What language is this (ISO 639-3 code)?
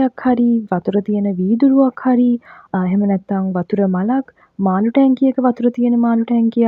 sin